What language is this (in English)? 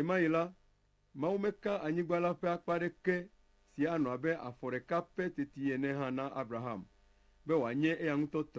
Ewe